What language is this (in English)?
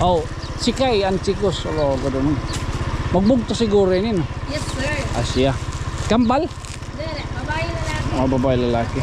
Waray